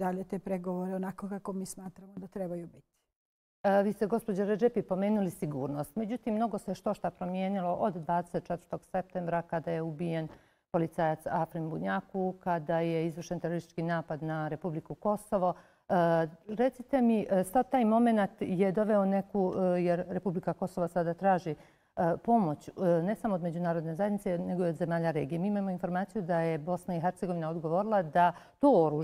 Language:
Bosnian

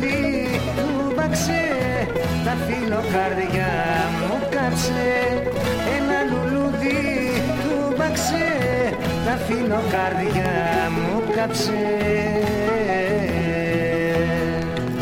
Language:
Greek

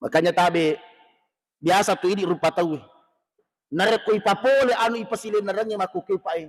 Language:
Buginese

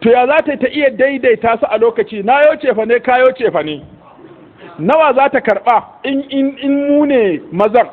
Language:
Hausa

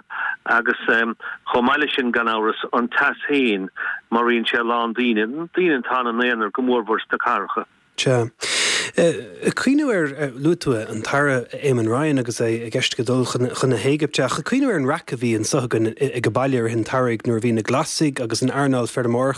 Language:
Irish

